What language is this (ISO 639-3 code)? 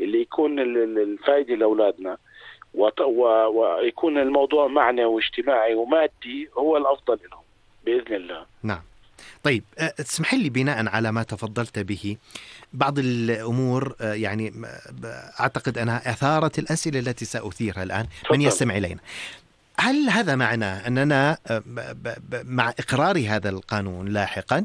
apc